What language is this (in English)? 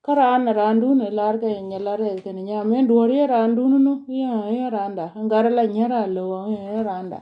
Nuer